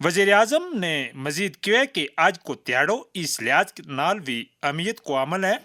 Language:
Gujari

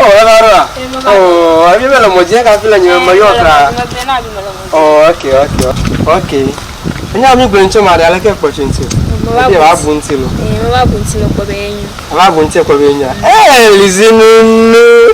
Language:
Ewe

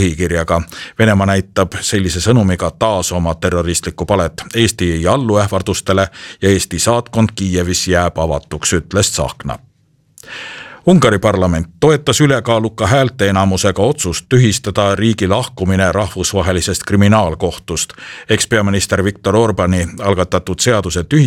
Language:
Estonian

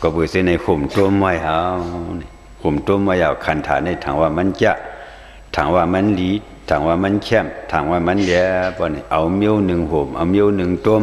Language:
Shan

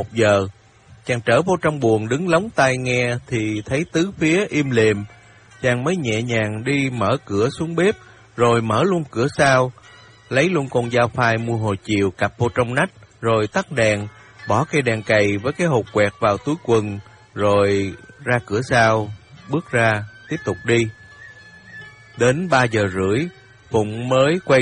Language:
Vietnamese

